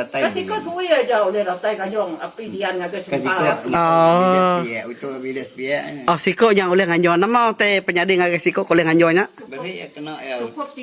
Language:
Iban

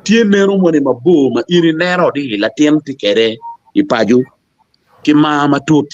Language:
Acoli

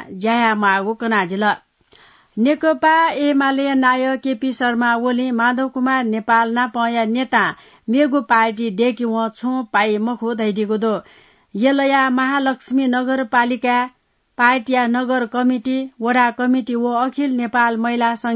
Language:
Newari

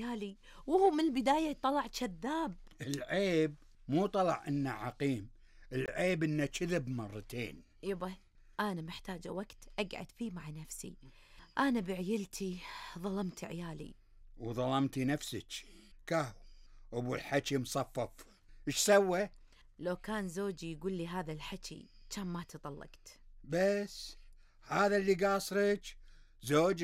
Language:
Gulf Arabic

